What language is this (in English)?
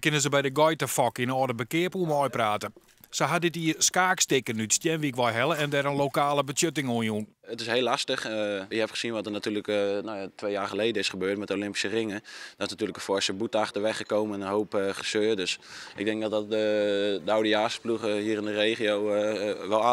Western Frisian